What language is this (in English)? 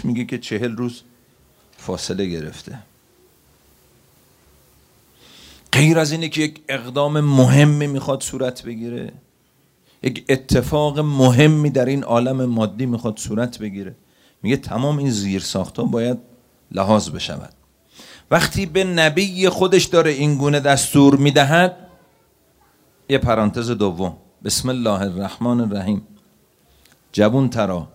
Persian